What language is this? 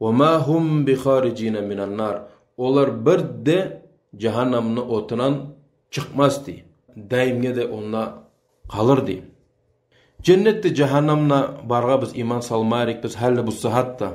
Kumyk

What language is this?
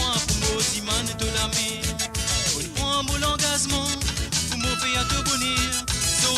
Morisyen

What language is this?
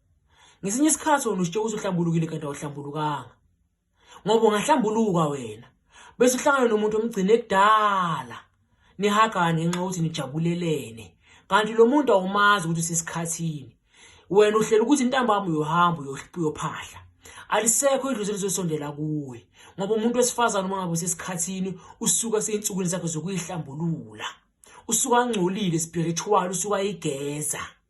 Zulu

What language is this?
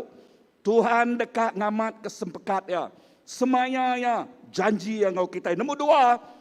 Iban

